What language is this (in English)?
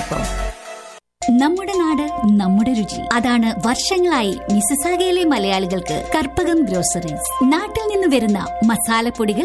Malayalam